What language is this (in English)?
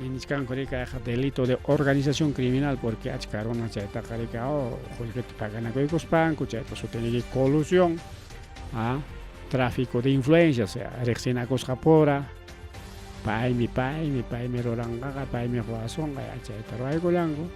Ayacucho Quechua